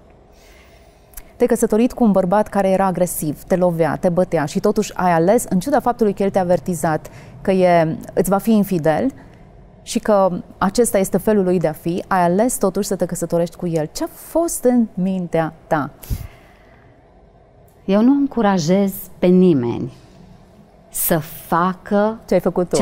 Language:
Romanian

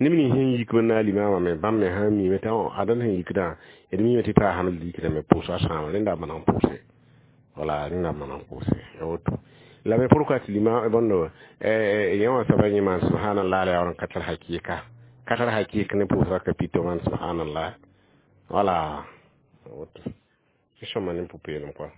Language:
Mossi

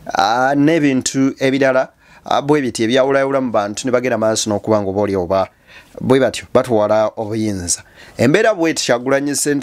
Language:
Ganda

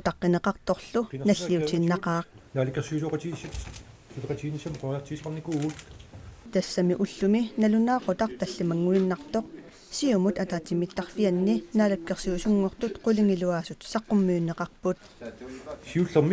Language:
Kalaallisut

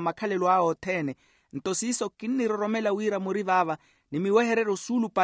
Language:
Makhuwa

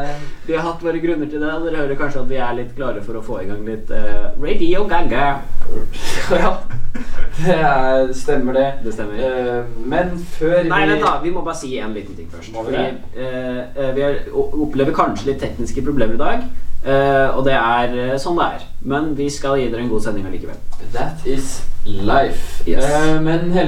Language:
Norwegian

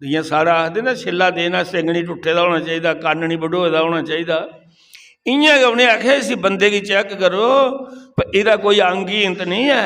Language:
Dogri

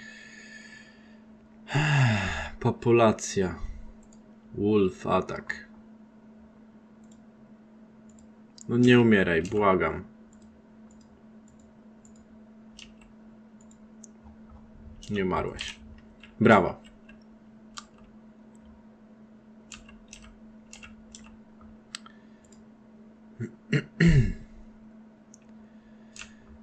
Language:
Polish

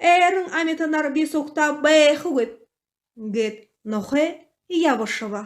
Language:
Buriat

